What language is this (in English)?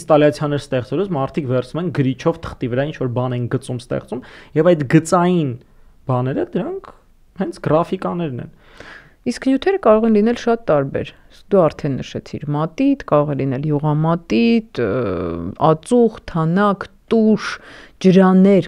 Armenian